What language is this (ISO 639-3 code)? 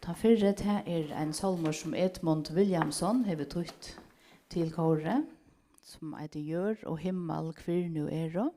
fao